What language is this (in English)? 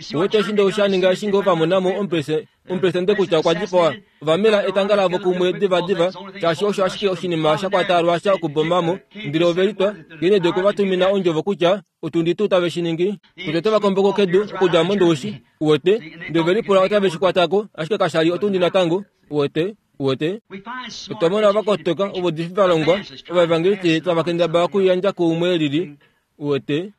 Kuanyama